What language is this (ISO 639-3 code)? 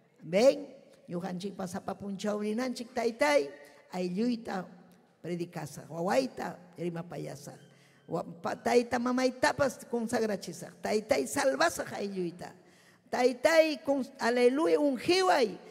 quy